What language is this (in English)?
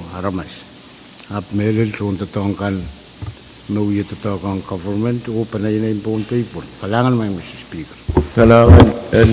Pohnpeian